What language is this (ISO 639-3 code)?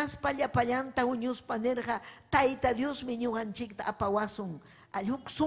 quy